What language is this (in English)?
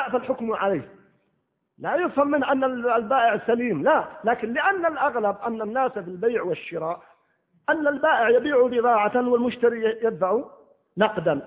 Arabic